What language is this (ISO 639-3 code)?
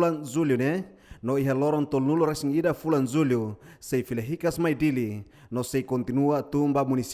tet